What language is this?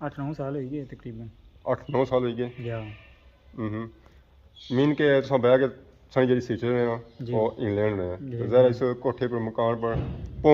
Pahari-Potwari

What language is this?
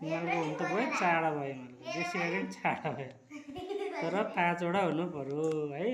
Nepali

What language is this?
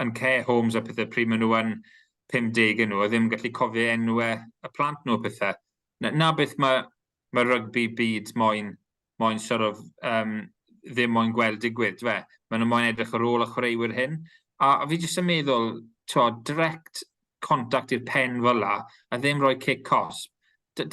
Welsh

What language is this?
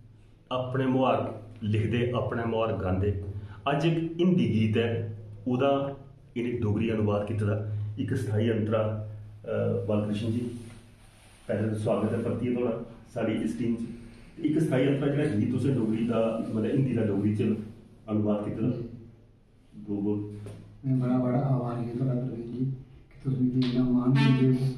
Dogri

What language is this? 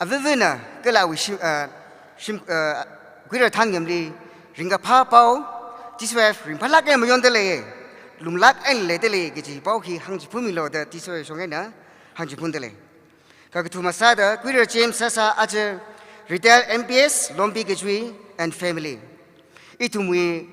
Tangkhul Naga (India)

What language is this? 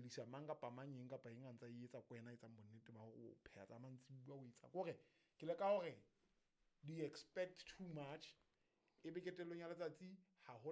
Southern Sotho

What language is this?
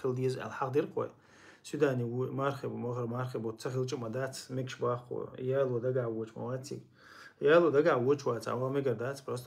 Chechen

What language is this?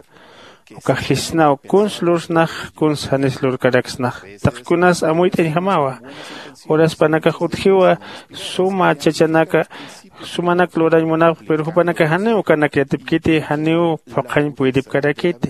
Aymara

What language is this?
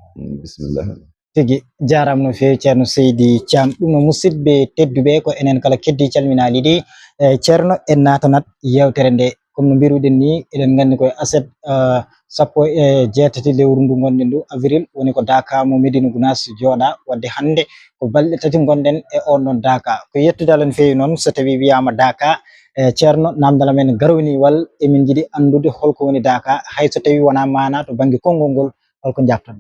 Fula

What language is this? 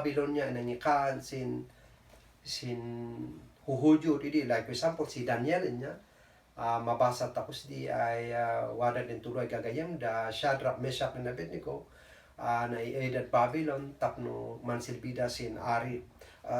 Kankanaey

